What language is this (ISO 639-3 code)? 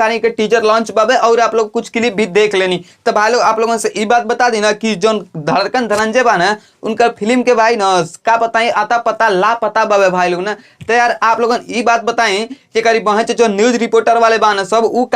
bho